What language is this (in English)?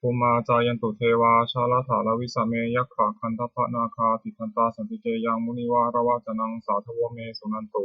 Pali